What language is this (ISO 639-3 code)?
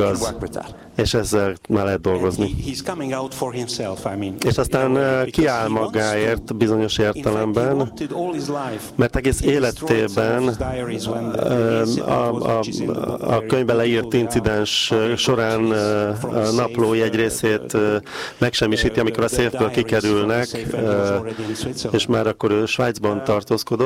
hun